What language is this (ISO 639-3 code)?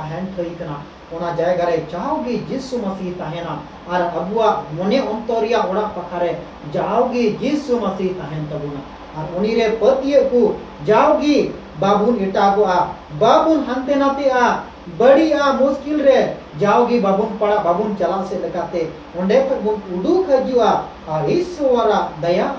sat